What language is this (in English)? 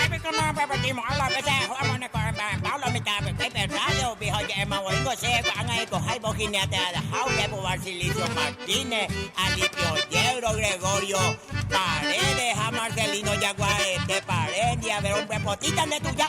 Guarani